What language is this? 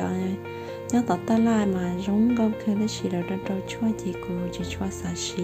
Hmong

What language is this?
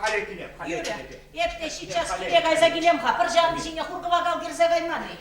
Chuvash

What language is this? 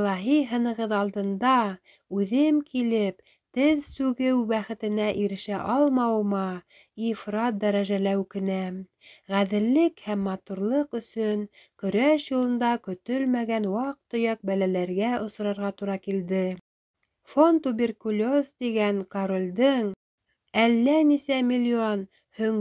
Bashkir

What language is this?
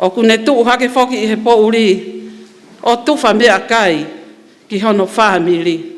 Tongan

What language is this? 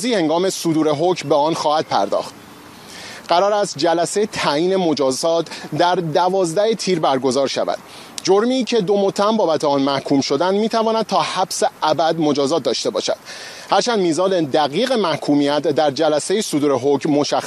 Persian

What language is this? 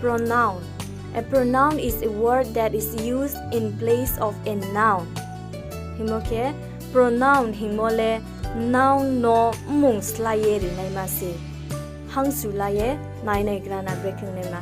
Riang (India)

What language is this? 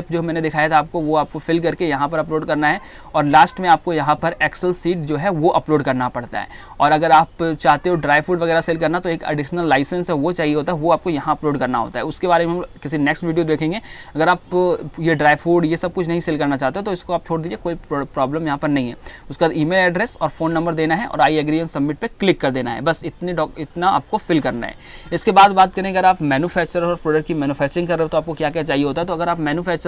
Hindi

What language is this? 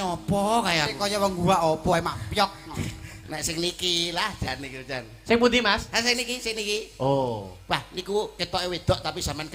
Javanese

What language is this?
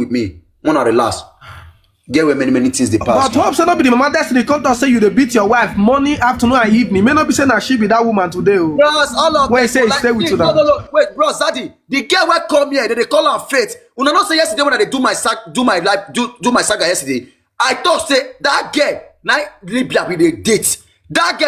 Nigerian Pidgin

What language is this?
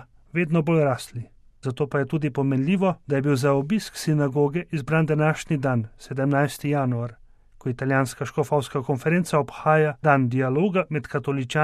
Slovenian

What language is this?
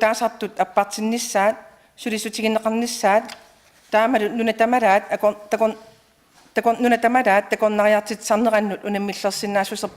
Kalaallisut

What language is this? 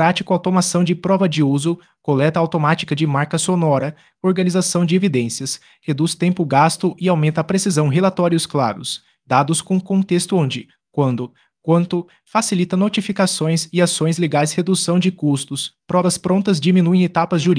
Portuguese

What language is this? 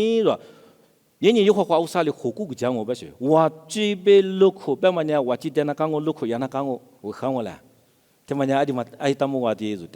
Lisu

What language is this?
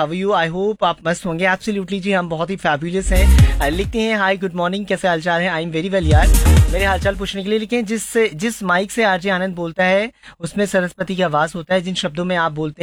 Hindi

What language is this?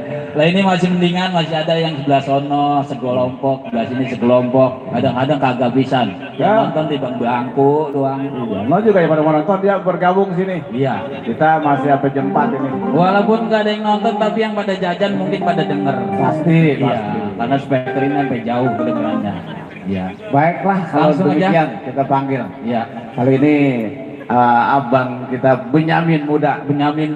Betawi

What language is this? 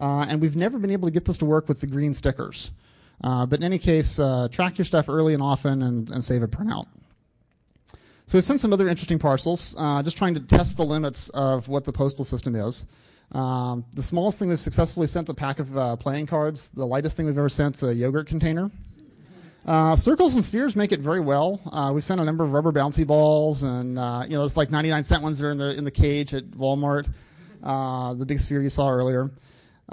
English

